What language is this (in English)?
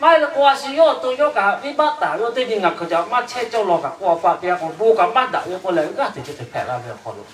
Lahu